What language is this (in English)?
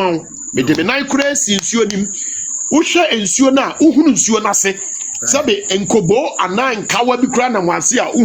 Akan